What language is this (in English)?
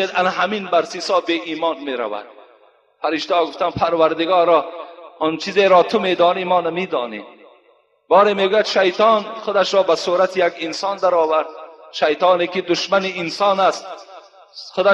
Tajik